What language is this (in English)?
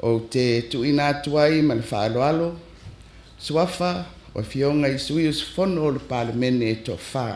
Samoan